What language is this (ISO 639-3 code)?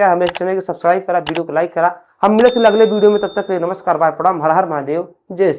bho